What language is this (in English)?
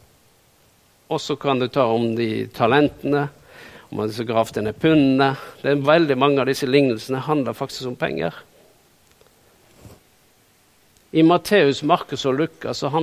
Norwegian